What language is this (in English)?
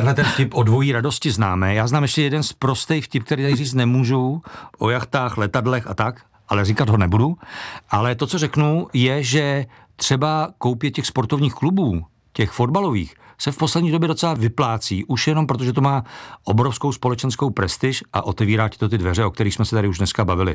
Czech